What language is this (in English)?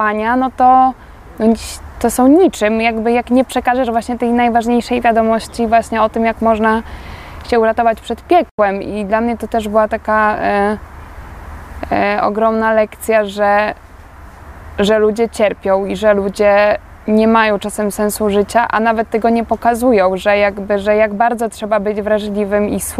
Polish